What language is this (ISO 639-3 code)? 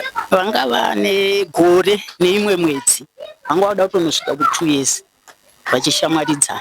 sna